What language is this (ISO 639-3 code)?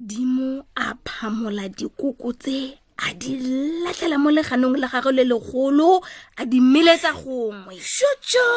tsn